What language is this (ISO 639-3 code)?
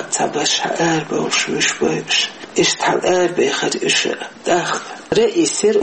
che